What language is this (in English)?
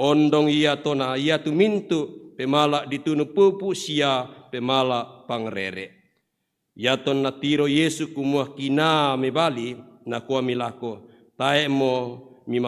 Toraja-Sa'dan